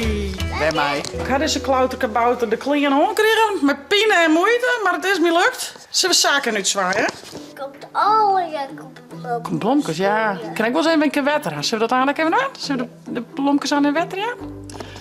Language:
Western Frisian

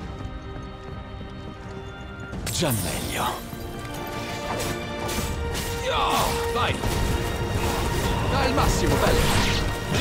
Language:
Italian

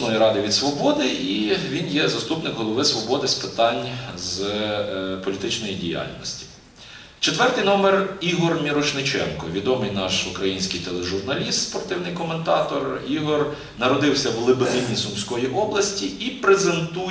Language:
Ukrainian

